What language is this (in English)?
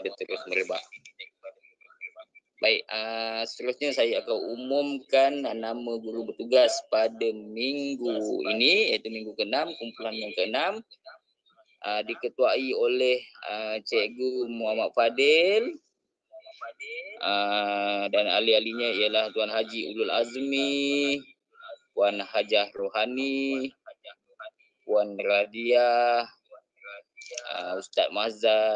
Malay